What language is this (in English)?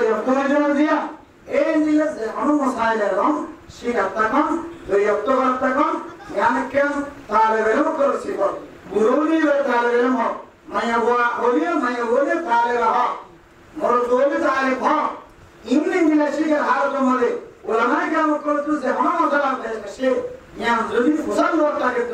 Rohingya